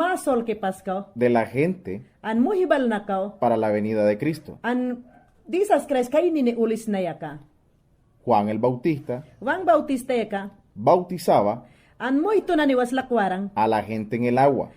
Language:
Mayangna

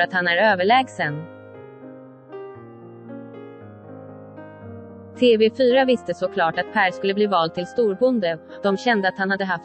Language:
Swedish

